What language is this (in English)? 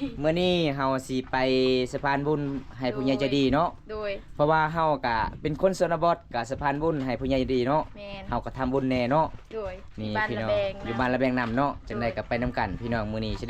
Lao